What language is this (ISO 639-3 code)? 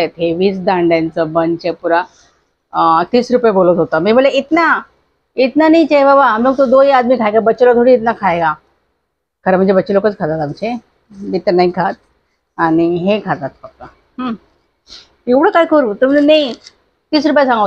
mar